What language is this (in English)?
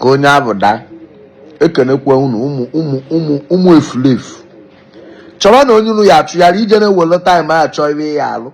Igbo